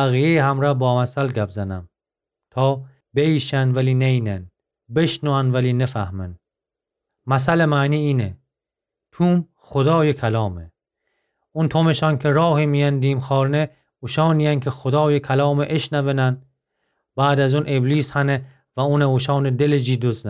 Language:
Gilaki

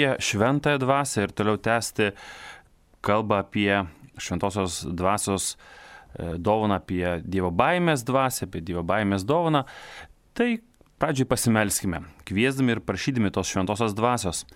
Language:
Lithuanian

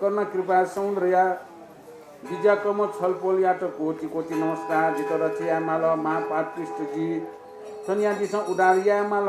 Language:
Newari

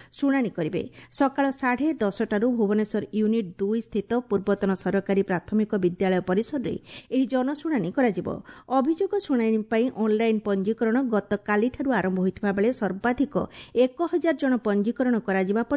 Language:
Odia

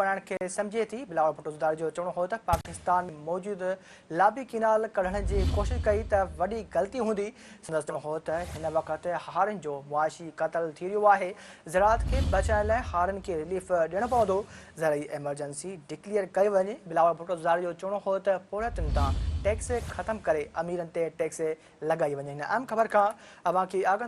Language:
Sindhi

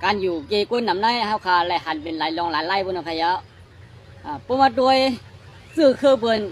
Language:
Shan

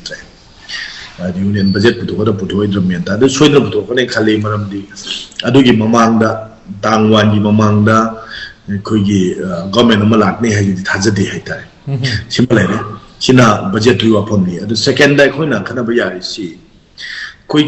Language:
Manipuri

